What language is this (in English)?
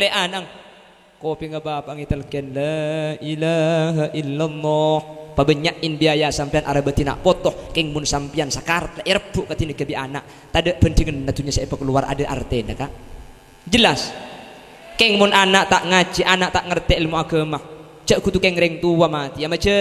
Madurese